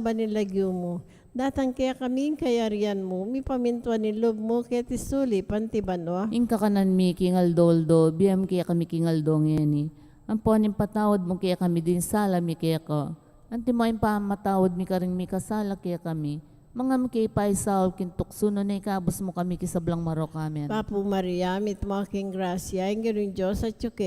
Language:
Pampanga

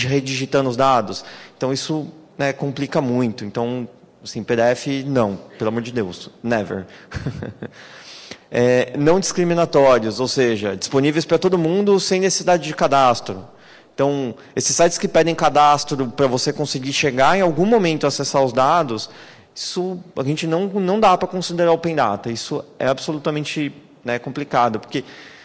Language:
Portuguese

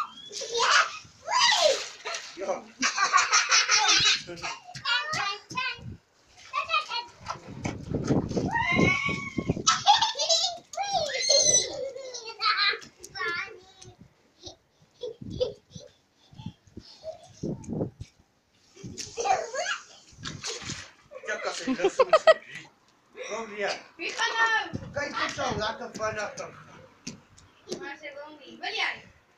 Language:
Afrikaans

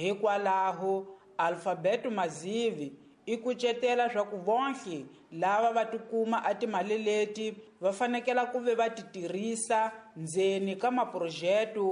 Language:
Tsonga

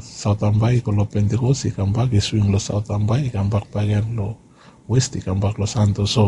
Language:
Bislama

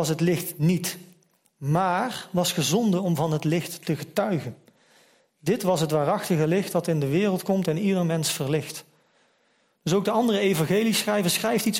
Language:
Dutch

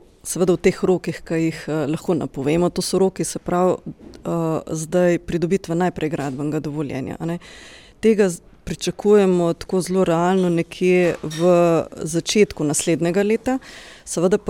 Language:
Slovenian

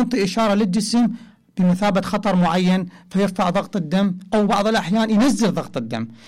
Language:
Mesopotamian Arabic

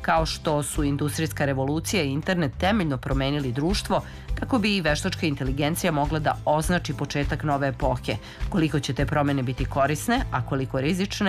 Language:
Serbian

